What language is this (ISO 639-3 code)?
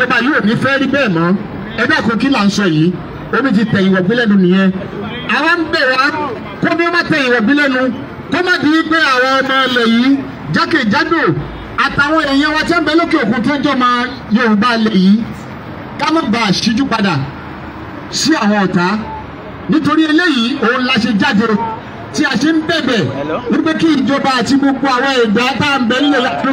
yor